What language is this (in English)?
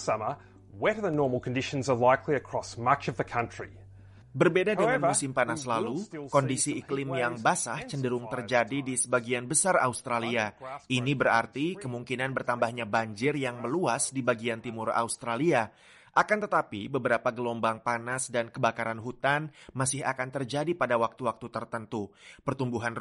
Indonesian